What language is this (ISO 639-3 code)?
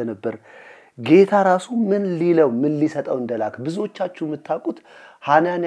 amh